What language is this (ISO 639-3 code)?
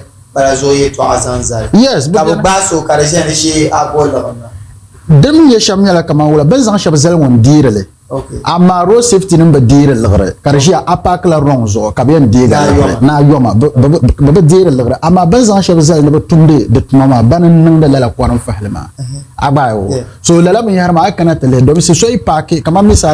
dag